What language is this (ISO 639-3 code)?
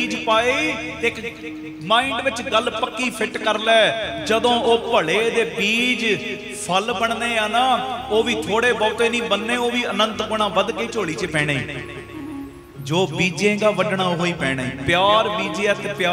pan